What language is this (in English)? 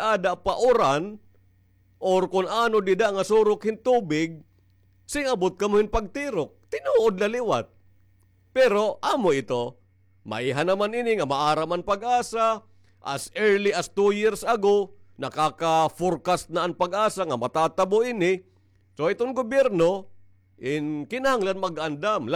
Waray